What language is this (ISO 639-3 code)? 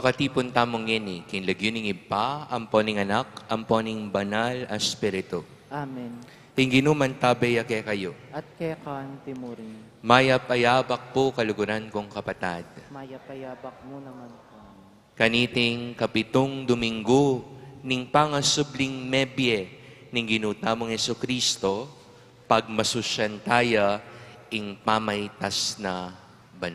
pam